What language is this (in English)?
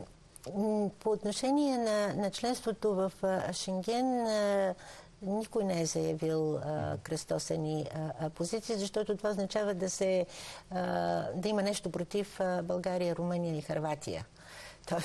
Bulgarian